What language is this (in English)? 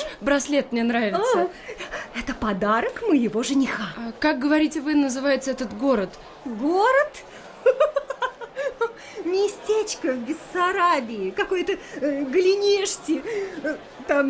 Russian